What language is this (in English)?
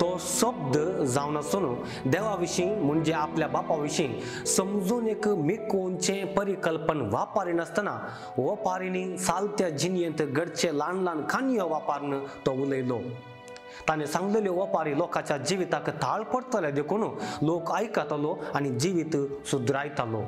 Konkani